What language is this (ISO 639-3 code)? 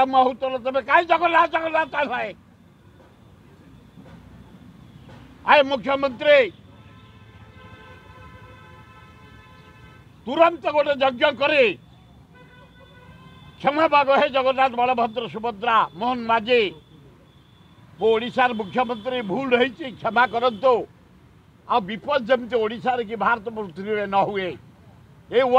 ori